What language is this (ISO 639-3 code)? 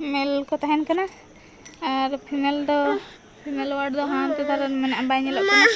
sat